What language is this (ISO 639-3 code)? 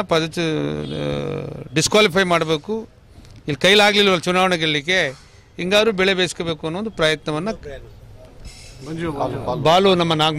kan